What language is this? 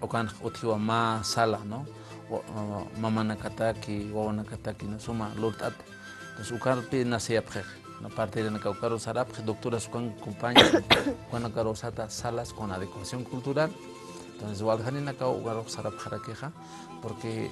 Aymara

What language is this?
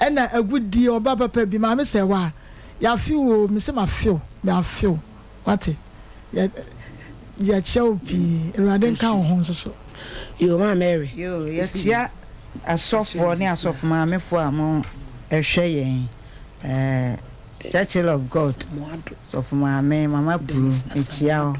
Akan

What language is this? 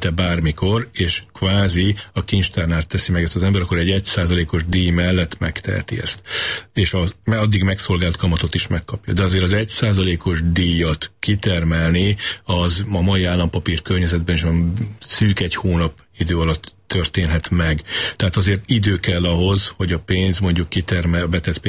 Hungarian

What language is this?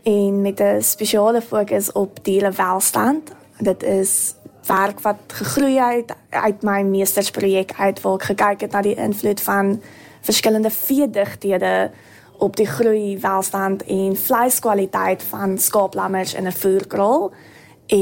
Afrikaans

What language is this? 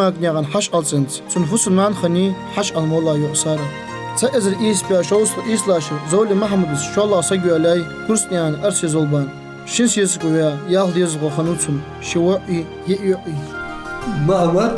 Ingush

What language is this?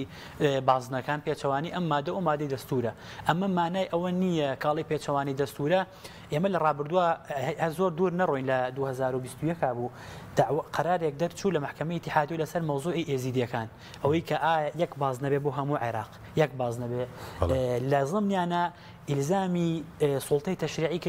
Central Kurdish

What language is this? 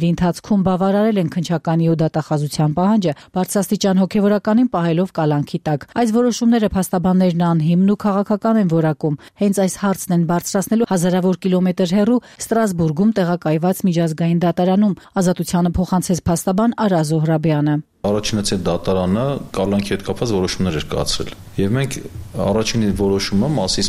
Armenian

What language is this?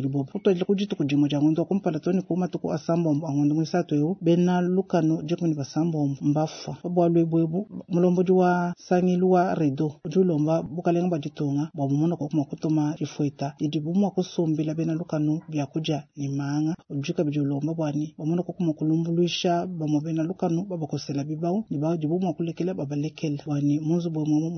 Luba-Lulua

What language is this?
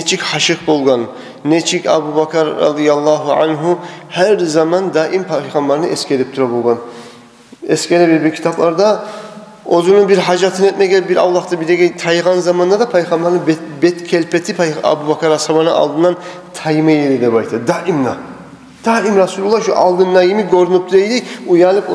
Kumyk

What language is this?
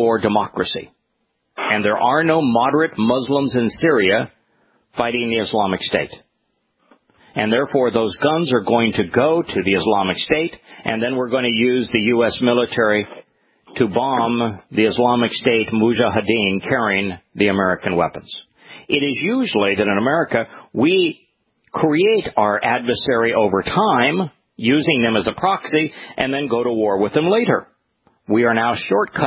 English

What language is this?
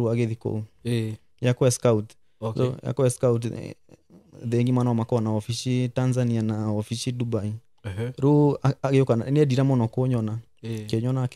Kikuyu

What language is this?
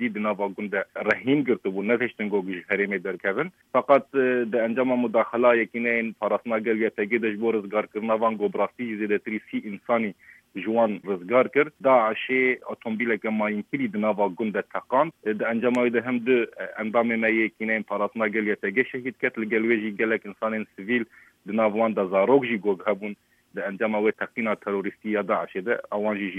Kurdish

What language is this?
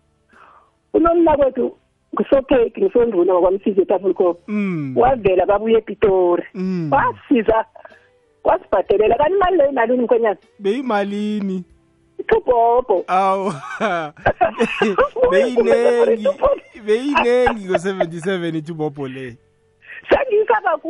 South Ndebele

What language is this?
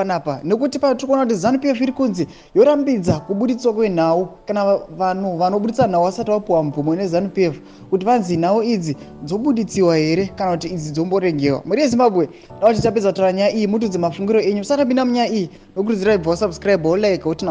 Shona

